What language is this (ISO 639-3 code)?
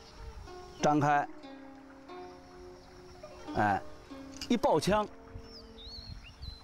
zho